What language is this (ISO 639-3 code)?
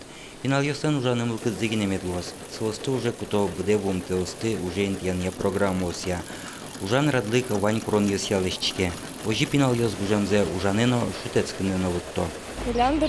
udm